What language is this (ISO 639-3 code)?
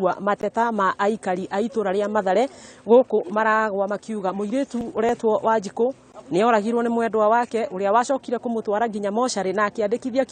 kik